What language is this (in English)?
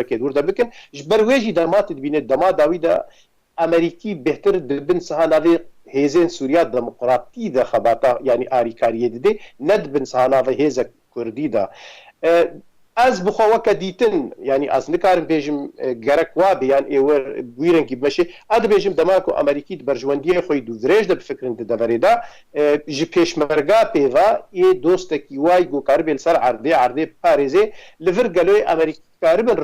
Kurdish